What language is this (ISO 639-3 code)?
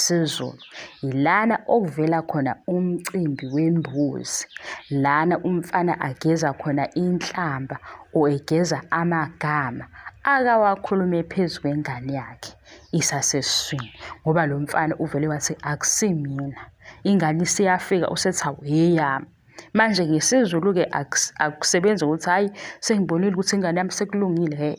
zul